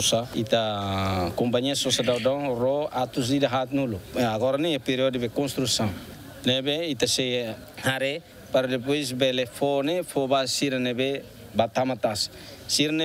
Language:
Tetum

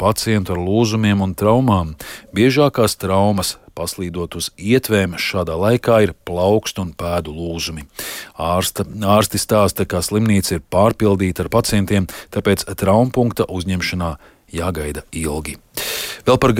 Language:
Latvian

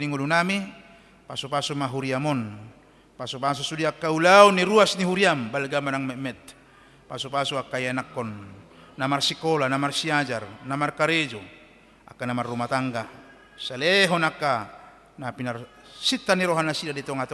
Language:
Batak Toba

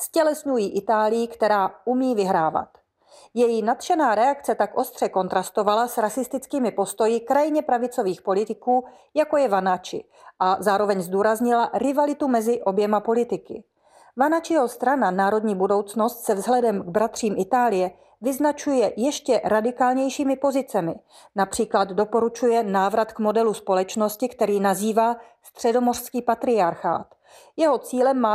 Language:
Czech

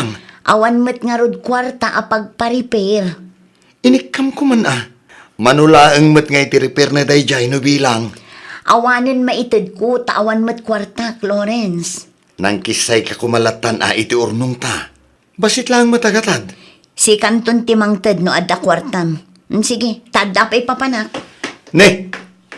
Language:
Iloko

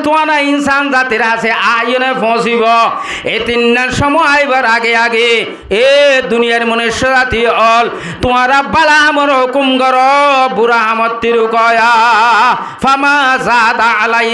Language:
Rohingya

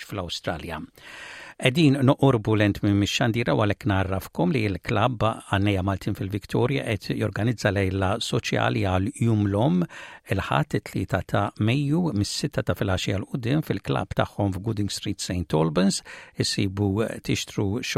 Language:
Maltese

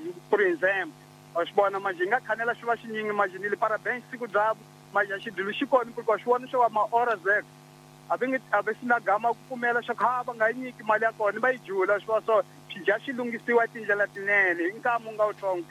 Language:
Tsonga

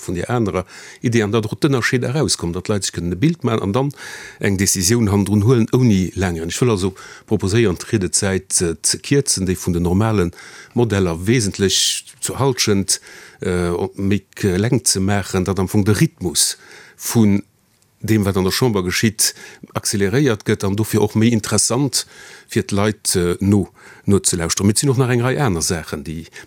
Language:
Luxembourgish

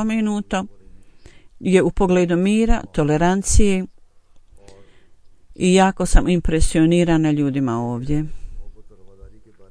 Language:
Bosnian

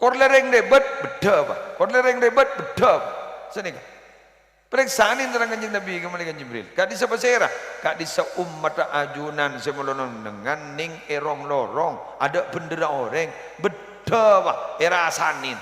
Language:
Madurese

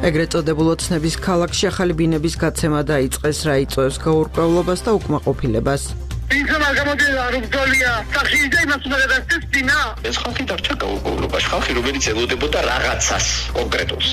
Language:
Georgian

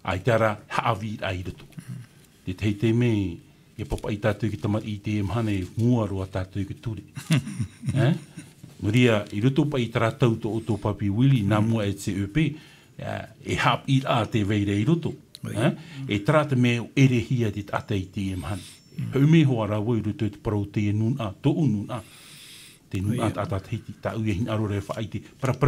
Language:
Tahitian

